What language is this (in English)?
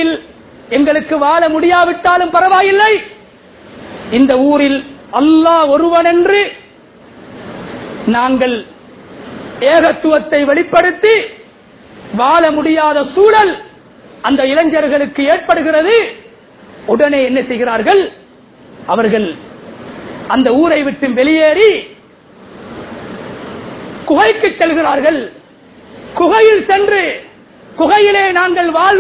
Tamil